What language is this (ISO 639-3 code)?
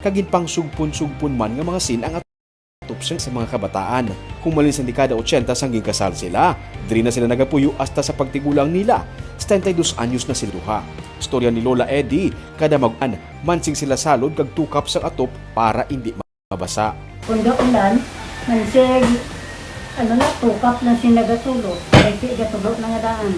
hil